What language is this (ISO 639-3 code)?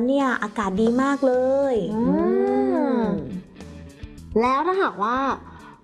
tha